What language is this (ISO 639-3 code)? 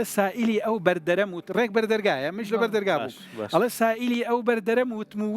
ckb